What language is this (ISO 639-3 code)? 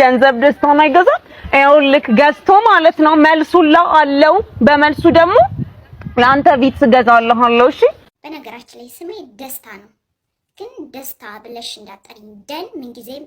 amh